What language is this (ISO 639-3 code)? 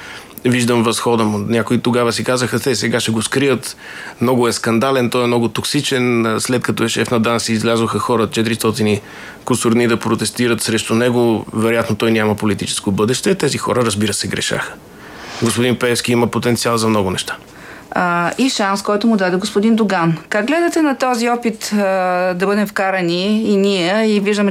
bul